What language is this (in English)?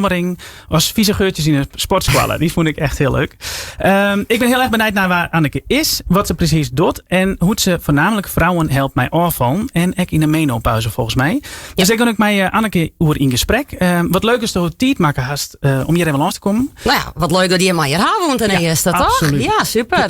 Western Frisian